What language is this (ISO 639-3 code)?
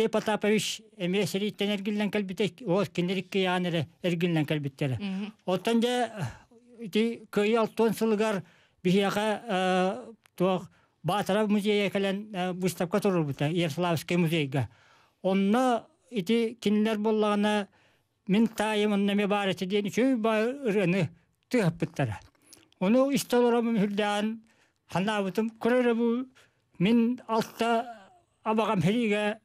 sah